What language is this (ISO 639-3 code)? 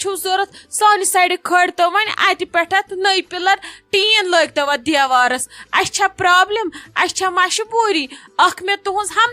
kas